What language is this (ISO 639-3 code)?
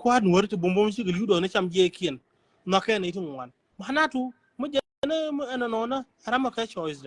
nus